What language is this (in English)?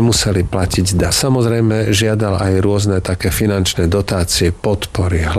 Slovak